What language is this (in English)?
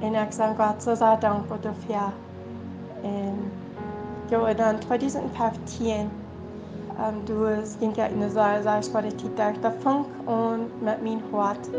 Plautdietsch